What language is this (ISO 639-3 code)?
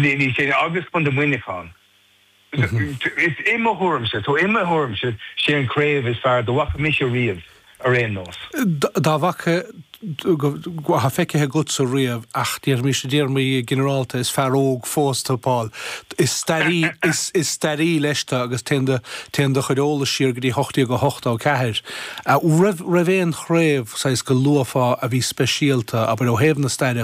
gle